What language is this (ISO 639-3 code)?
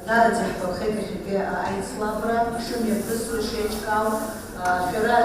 abk